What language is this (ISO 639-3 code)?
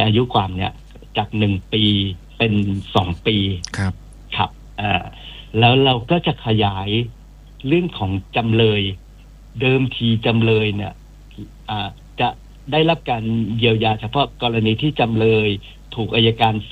tha